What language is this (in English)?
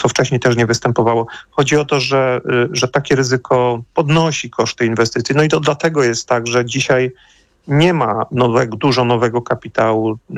Polish